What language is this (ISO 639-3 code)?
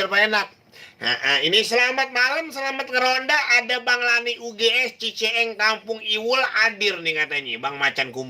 bew